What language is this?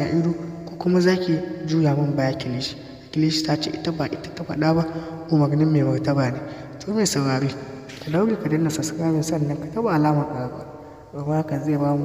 Hausa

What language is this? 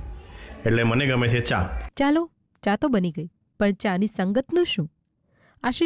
Gujarati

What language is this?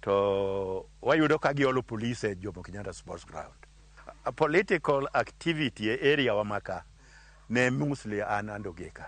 Luo (Kenya and Tanzania)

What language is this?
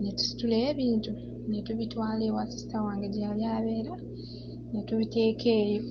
Ganda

